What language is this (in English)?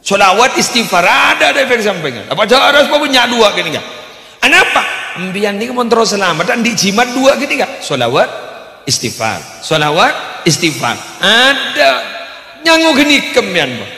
Madurese